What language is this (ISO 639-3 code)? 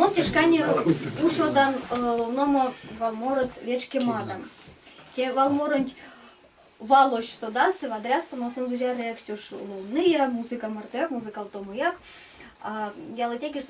myv